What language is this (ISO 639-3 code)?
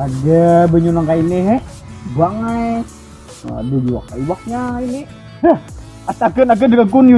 bjn